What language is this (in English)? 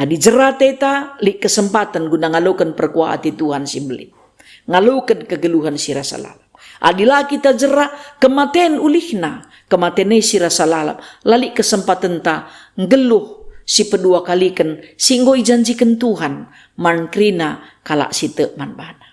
Batak Karo